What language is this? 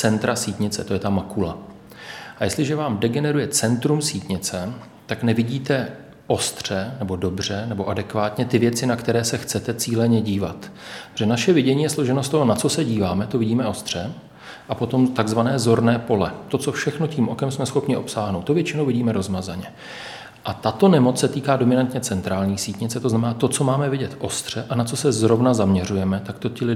Czech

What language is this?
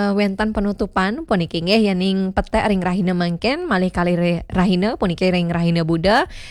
Balinese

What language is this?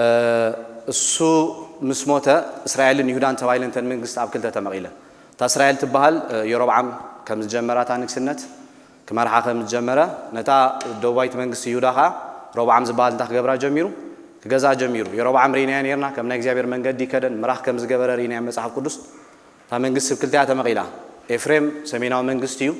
Tigrinya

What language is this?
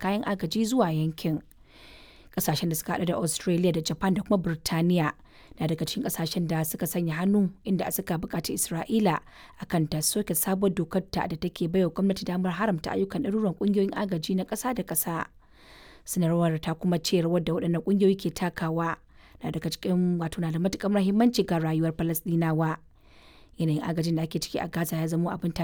Hausa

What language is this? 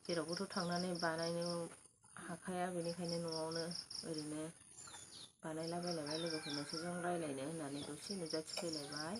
Bodo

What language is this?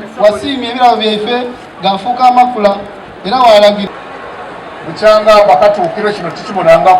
Soga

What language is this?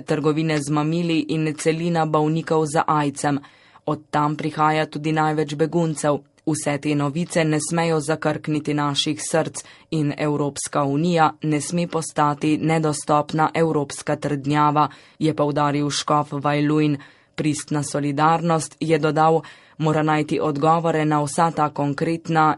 Slovenian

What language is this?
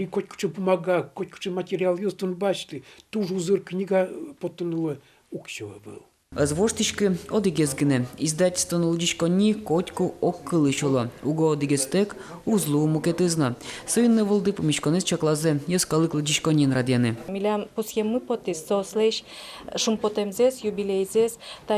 Udmurt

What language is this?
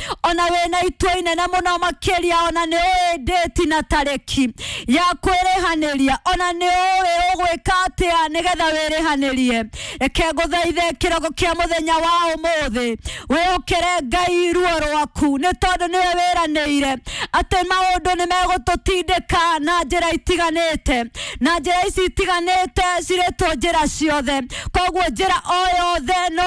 Kikuyu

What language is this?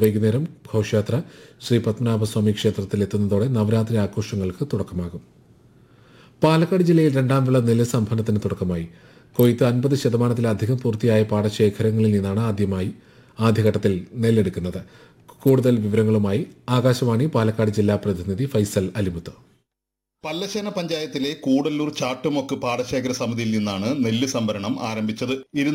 Malayalam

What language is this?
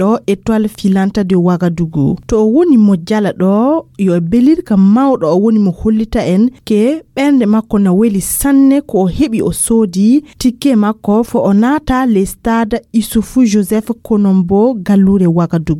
Fula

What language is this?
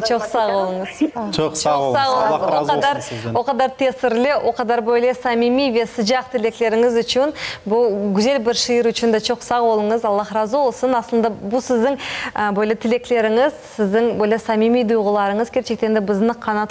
Crimean Tatar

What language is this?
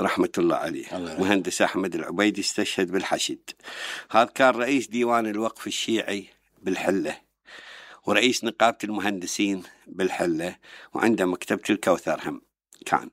Mesopotamian Arabic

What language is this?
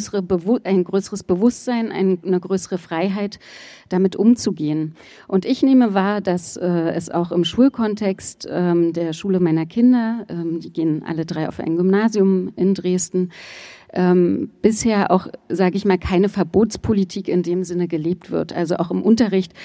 German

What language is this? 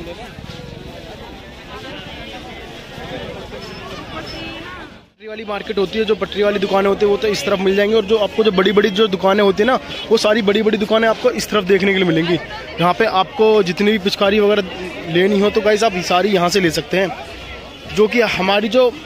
Hindi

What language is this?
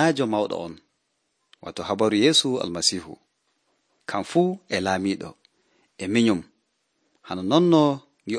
Nigerian Fulfulde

